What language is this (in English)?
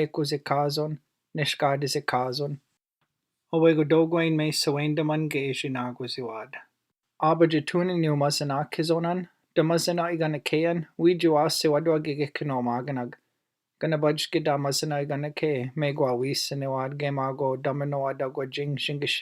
Chippewa